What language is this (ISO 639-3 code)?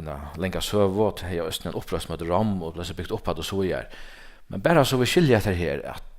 fao